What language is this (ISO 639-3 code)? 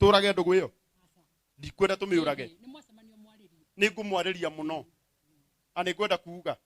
kik